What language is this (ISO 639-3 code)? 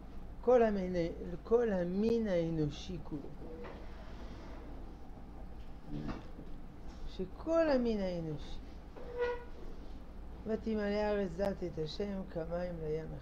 heb